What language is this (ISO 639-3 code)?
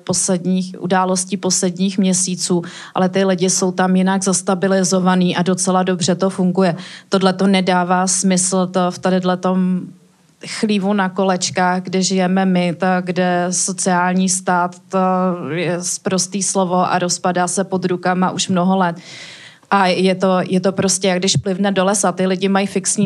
ces